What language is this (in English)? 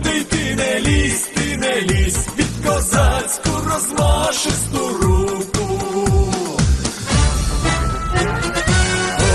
Ukrainian